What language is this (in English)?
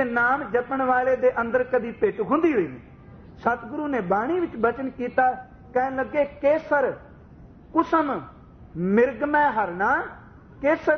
Punjabi